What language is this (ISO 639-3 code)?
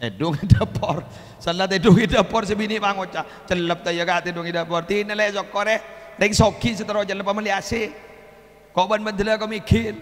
mad